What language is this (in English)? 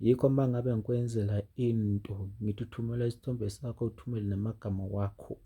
Zulu